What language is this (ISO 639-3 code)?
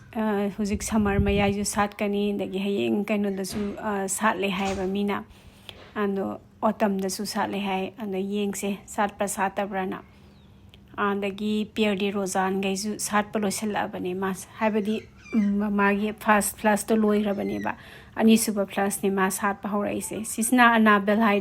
mni